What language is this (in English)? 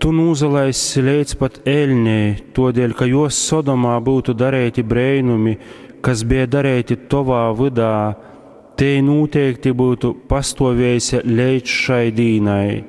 Latgalian